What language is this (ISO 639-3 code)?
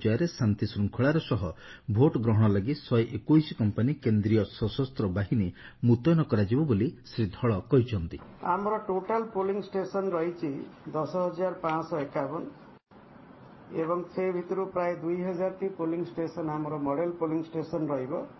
ori